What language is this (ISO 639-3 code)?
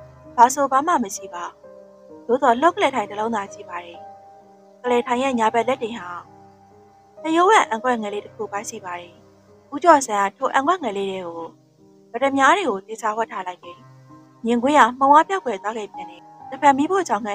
mya